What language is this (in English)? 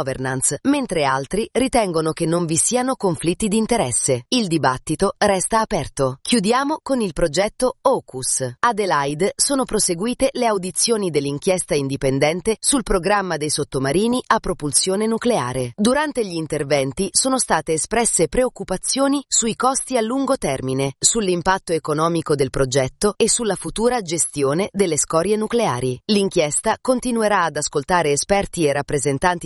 Italian